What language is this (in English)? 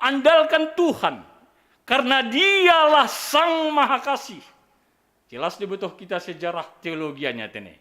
Batak Simalungun